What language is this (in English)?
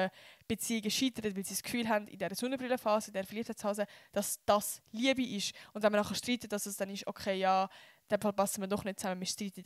Swiss German